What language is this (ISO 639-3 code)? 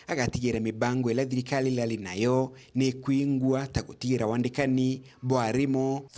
mer